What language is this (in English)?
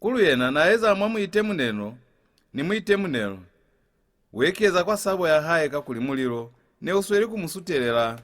Lozi